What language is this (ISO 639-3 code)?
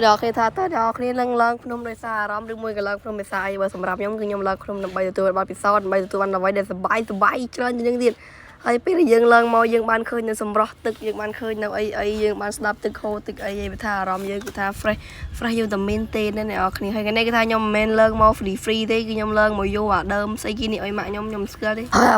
khm